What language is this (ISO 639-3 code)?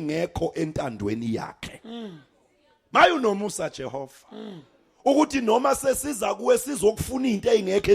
zul